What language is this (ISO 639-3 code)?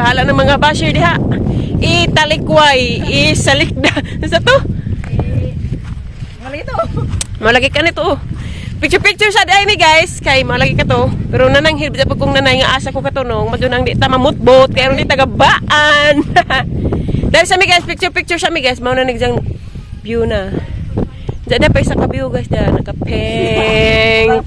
ceb